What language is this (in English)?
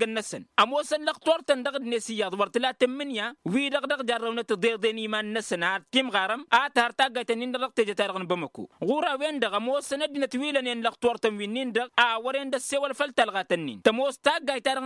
Tamasheq